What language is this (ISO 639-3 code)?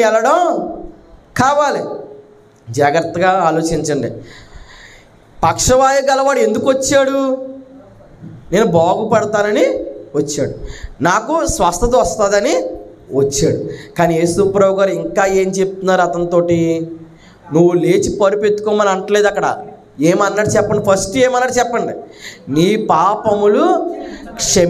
tel